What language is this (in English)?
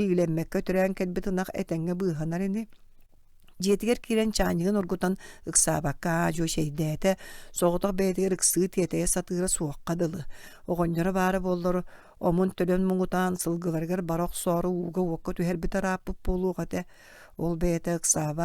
Yakut